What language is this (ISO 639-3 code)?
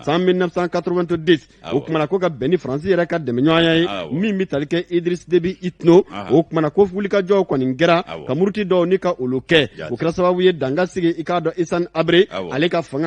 bam